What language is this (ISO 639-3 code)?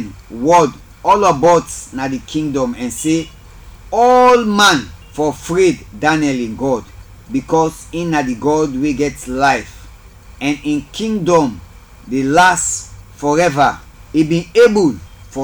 kri